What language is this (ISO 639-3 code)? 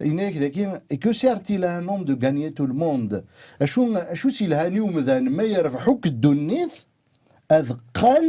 kab